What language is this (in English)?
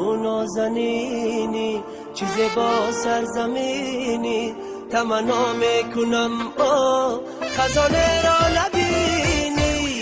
Tajik